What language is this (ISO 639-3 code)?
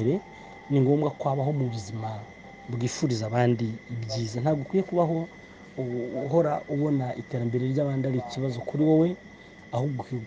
kin